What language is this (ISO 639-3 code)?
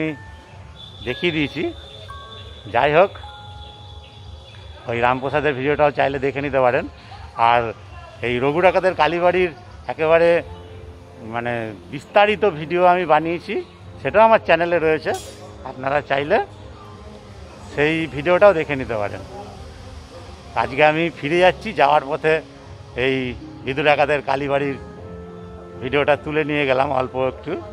ben